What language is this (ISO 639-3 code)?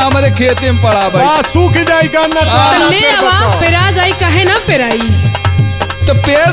bho